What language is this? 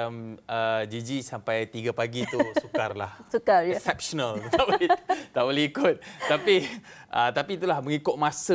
Malay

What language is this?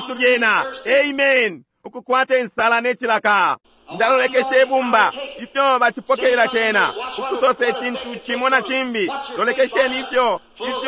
Bemba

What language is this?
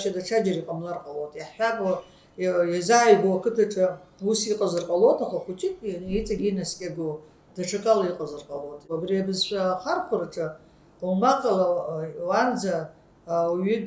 Abkhazian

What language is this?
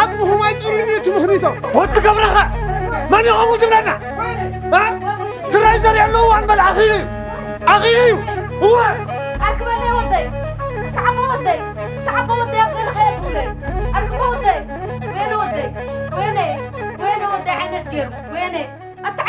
Tigrinya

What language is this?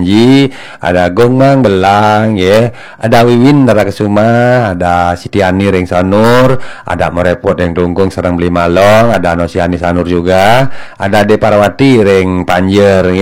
Balinese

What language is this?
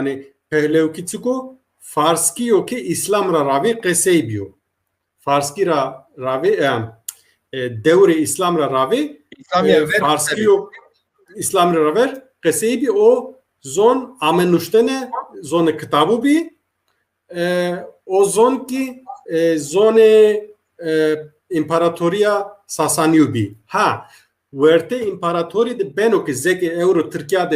Zaza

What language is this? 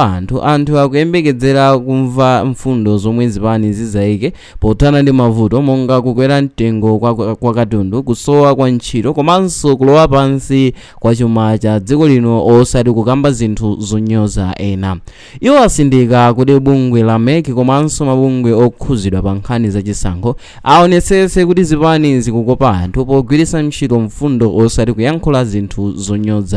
Nyanja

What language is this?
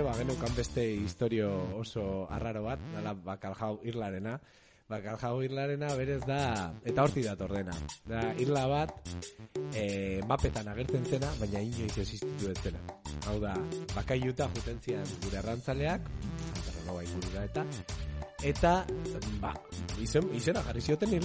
Basque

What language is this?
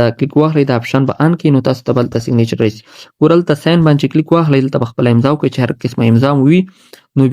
Pashto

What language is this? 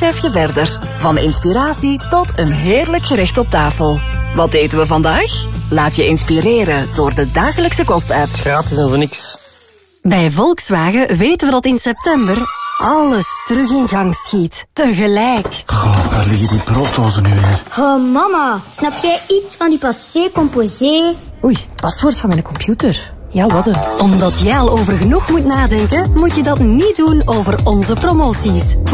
Dutch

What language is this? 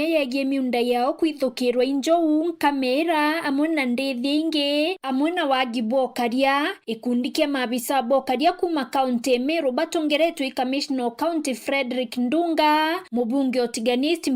Meru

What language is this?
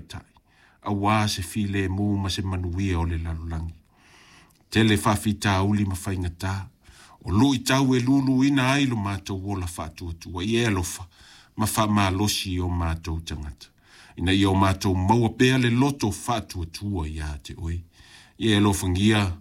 Samoan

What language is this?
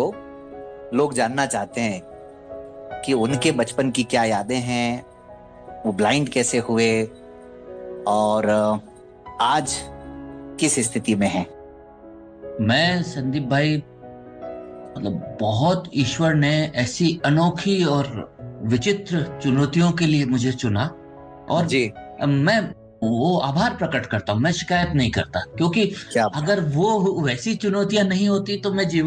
Hindi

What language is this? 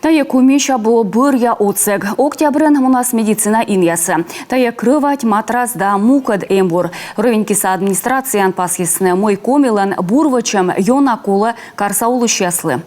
Komi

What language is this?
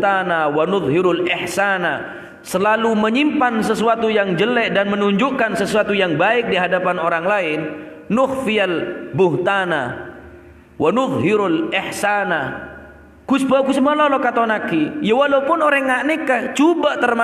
Madurese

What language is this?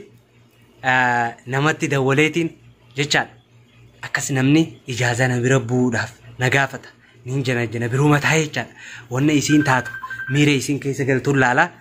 Oromo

